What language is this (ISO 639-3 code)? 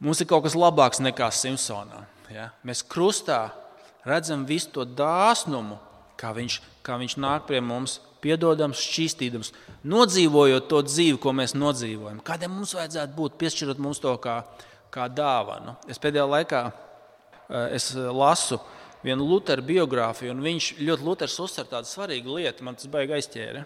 lav